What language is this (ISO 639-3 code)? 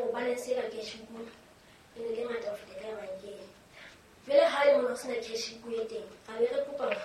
sot